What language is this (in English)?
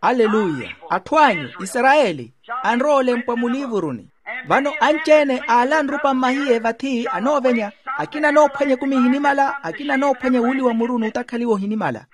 Makhuwa